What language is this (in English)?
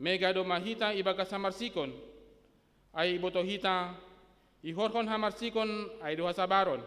Batak Simalungun